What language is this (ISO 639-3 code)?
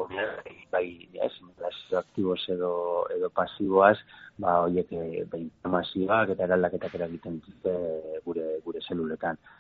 eus